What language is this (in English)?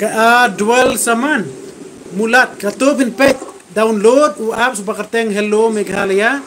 Khasi